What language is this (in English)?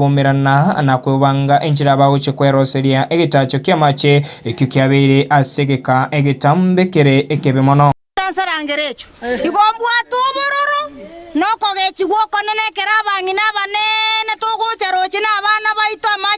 Gusii